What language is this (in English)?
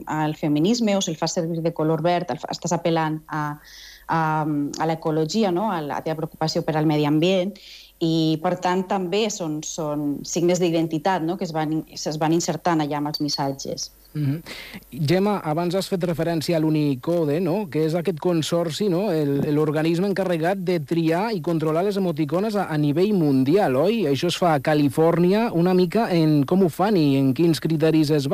Catalan